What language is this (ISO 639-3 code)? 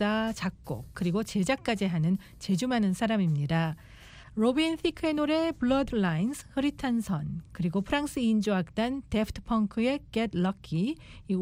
kor